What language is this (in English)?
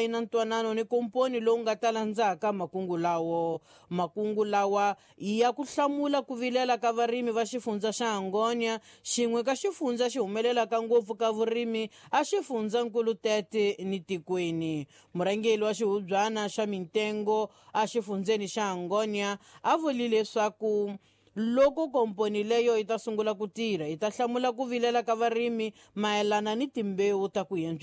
Tsonga